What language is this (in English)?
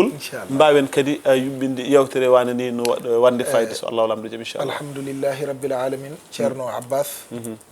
Fula